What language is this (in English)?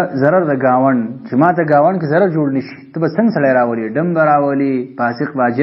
Pashto